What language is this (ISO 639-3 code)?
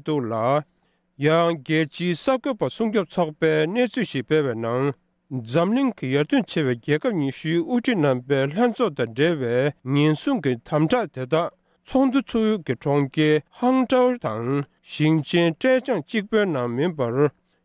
bod